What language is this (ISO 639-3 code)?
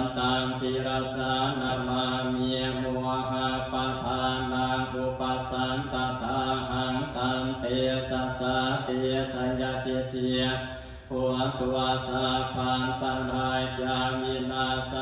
pli